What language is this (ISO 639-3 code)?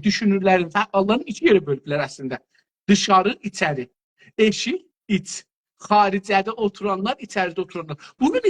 azb